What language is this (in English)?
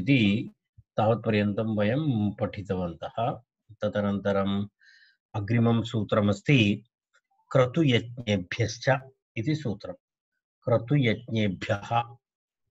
Sanskrit